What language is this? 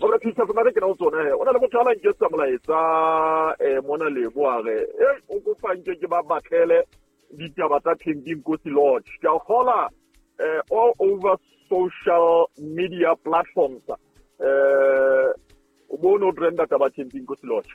Southern Sotho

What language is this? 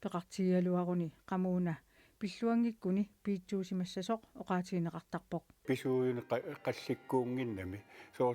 Kalaallisut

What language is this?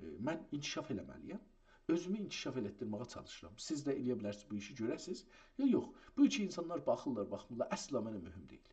South Azerbaijani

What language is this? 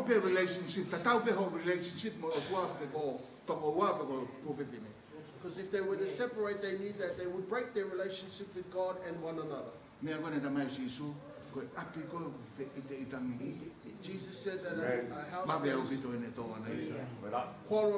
Tongan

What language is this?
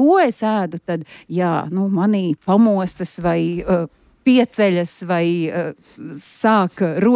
Latvian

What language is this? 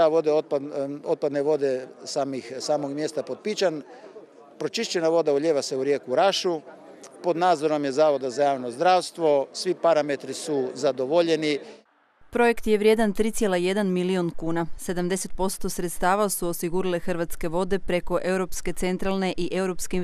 Croatian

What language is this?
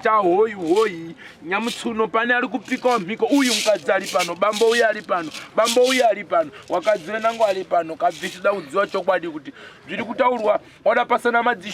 Shona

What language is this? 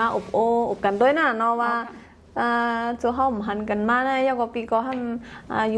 Shan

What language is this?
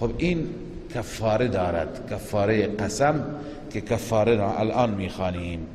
Persian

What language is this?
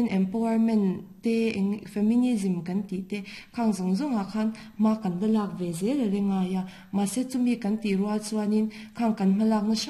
Mizo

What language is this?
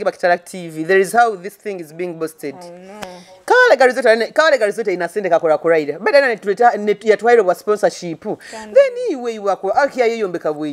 Nyoro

